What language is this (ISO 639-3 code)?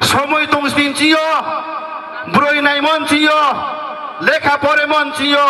ria